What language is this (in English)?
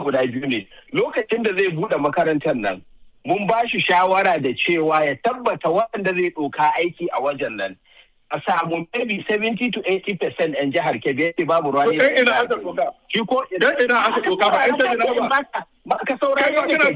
Hausa